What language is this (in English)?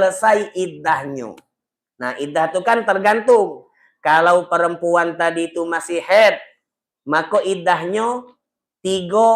Musi